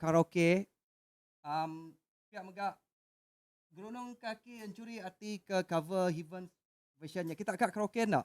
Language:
Iban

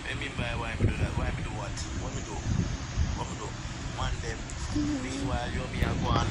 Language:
Jamaican Creole English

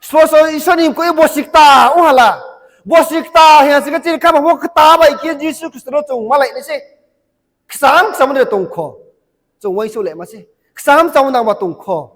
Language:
Riang (India)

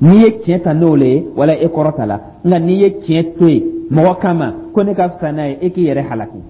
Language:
Dyula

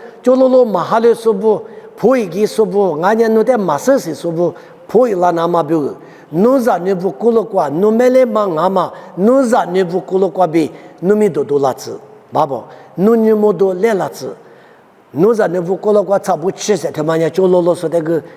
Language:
Lisu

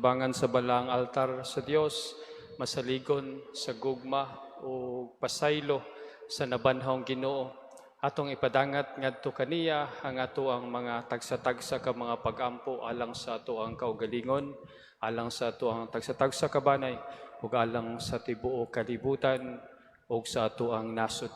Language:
Cebuano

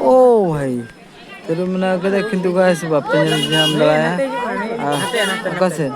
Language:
Santali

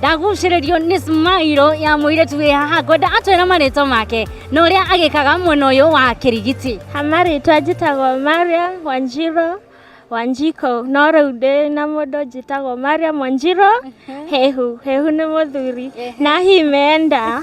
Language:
Kikuyu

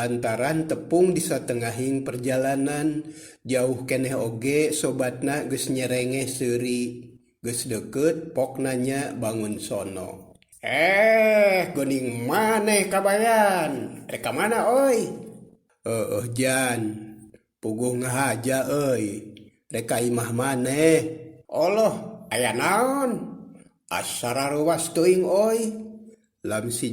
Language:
Sundanese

